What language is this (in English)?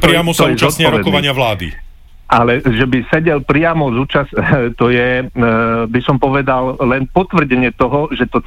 Slovak